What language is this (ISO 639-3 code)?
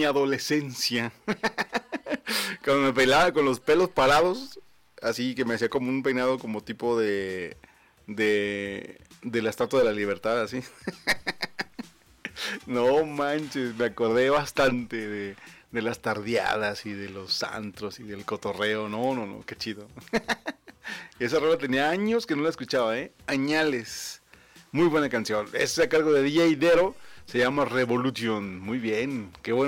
spa